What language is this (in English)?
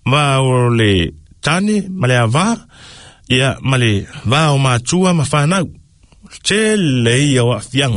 Samoan